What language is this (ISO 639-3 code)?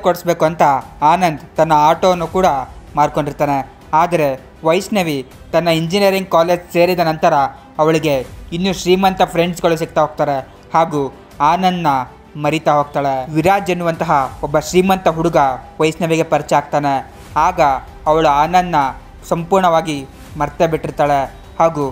kan